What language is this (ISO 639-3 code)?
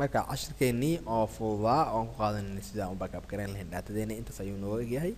som